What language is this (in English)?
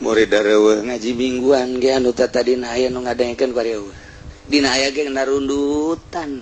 Sundanese